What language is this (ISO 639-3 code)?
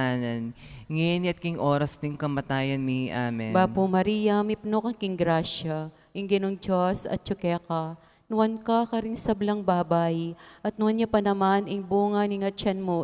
pam